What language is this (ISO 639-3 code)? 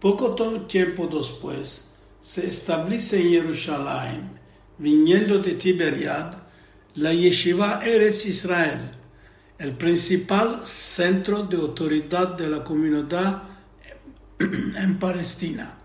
lad